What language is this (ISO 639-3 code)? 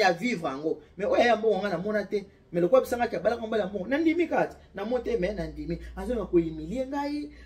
lin